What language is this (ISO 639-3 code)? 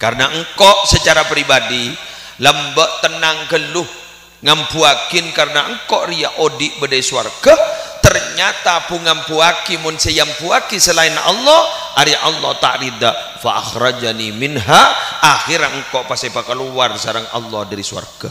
mad